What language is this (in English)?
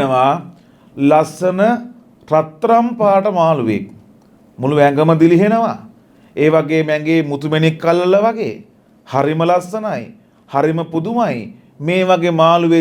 Sinhala